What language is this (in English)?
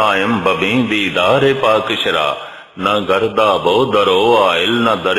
Punjabi